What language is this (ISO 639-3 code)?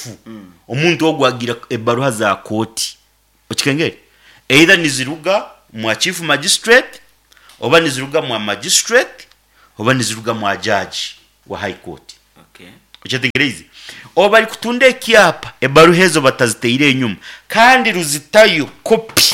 nyn